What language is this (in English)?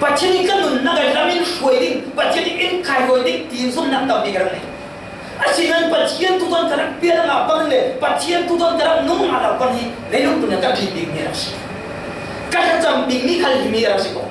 Falam Chin